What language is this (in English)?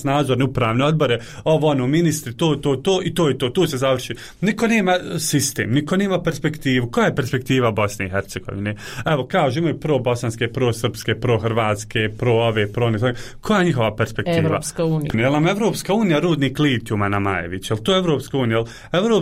Bosnian